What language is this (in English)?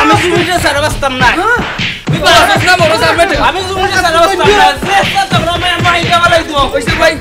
Sylheti